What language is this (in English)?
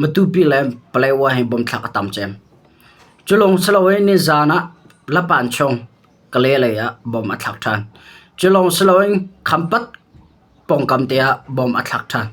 Hakha Chin